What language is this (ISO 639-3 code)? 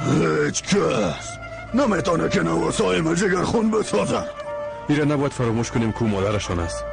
fas